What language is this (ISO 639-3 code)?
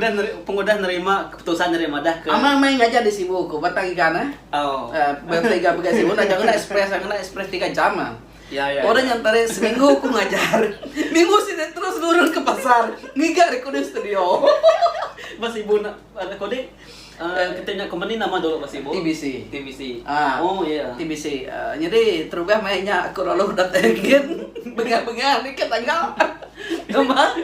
iba